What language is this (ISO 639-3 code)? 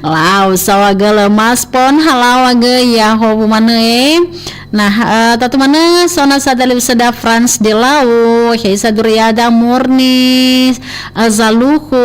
nia